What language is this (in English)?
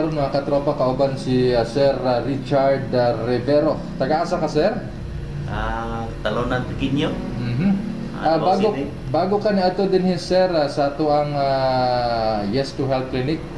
Cebuano